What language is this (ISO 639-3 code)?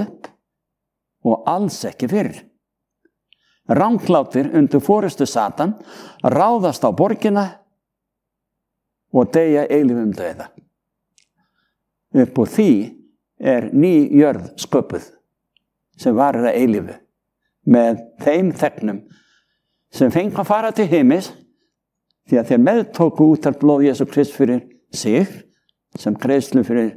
isl